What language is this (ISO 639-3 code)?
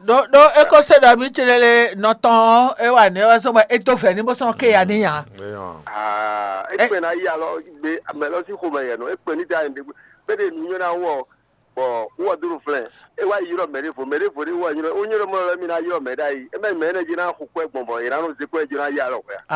fon